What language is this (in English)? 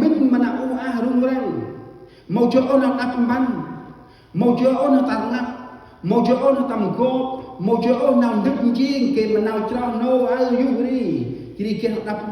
Central Mnong